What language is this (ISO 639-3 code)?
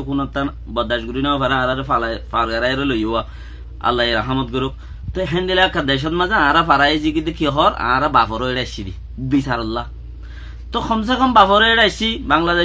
rhg